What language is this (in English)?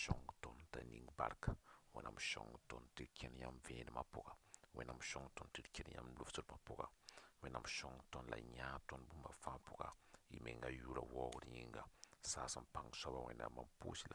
Mossi